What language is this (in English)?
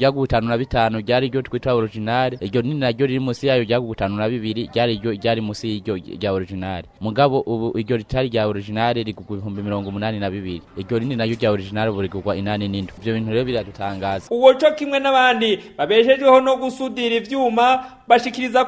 Rundi